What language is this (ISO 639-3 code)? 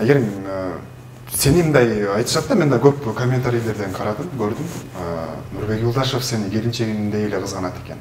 kir